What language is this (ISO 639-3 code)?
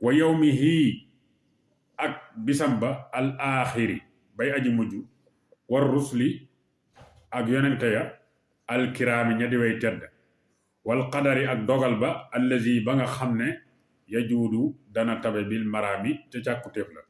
wol